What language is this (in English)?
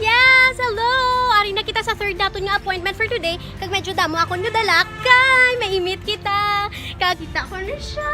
Hiligaynon